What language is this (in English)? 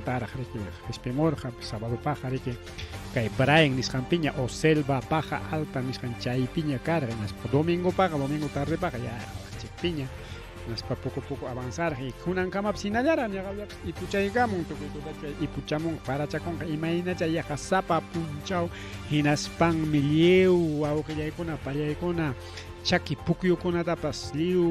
Ayacucho Quechua